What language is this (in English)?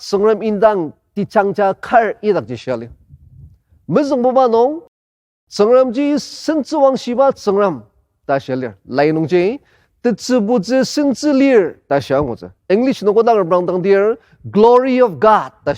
Ao Naga